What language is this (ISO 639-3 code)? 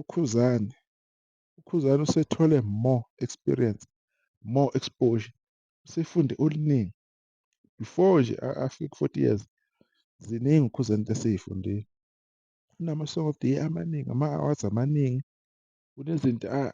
zul